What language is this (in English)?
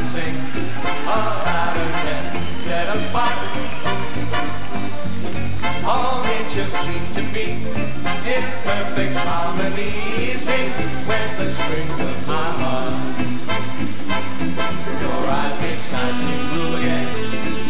English